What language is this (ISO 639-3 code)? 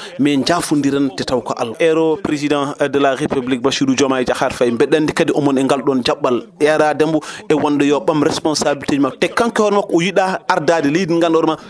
ful